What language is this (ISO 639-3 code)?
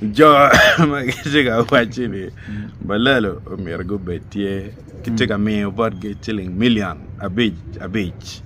ach